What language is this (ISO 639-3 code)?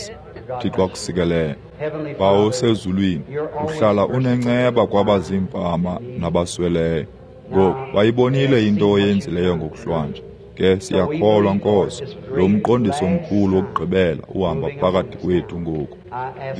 xho